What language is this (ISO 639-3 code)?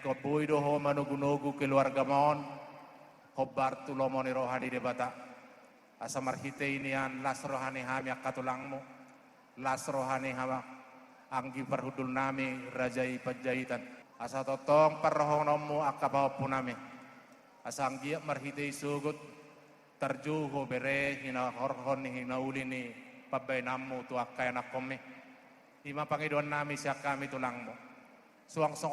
bbc